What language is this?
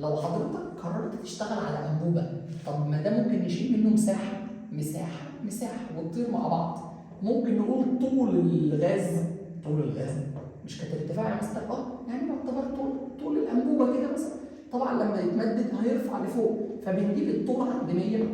Egyptian Arabic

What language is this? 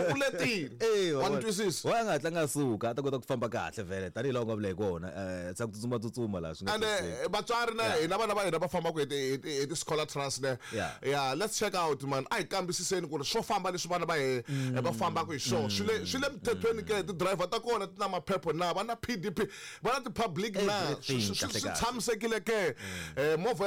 Tsonga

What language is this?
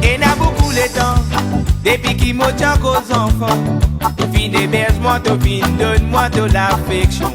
Réunion Creole French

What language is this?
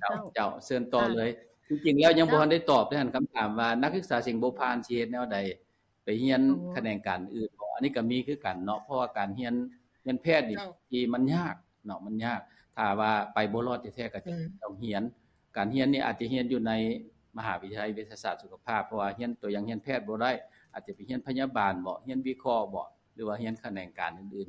Lao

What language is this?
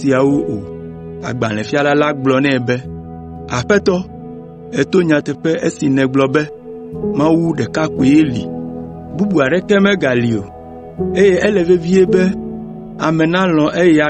Ewe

